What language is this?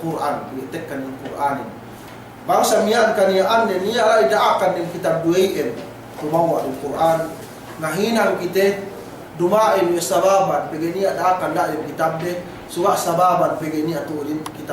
Yakan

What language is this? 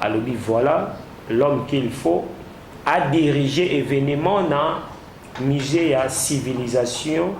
Lingala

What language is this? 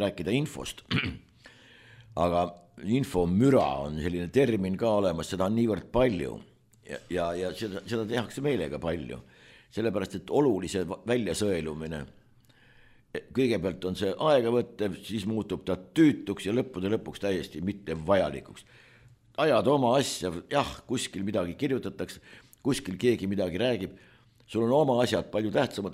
Estonian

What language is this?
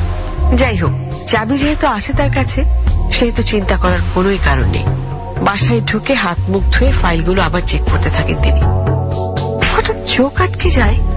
Bangla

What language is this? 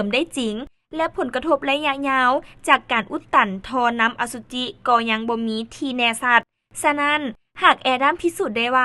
Lao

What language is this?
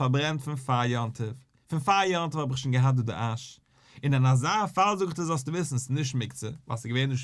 Yiddish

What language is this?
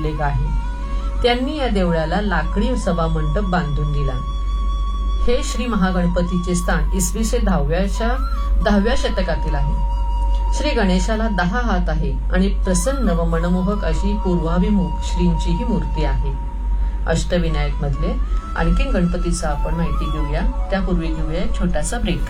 Marathi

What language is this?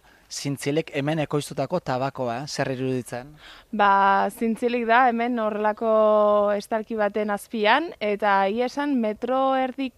Basque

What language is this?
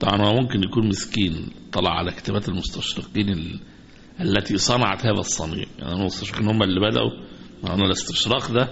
Egyptian Arabic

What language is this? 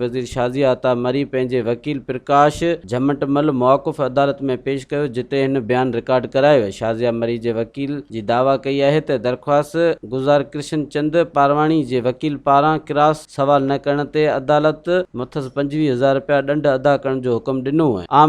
Sindhi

